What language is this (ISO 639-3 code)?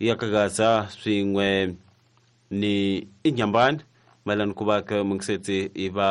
tso